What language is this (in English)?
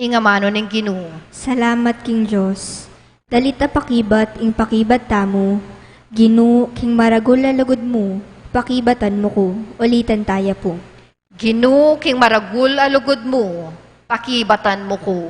Pampanga